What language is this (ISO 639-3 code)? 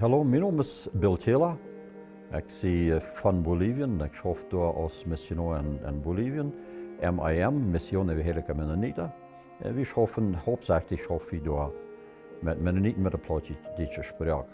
pdt